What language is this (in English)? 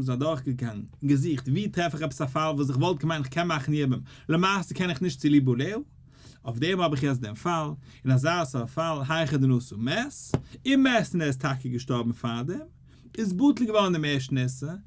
Yiddish